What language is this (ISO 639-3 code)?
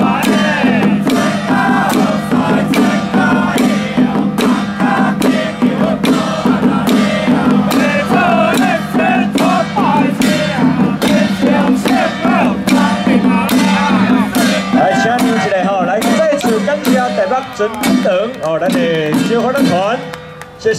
zho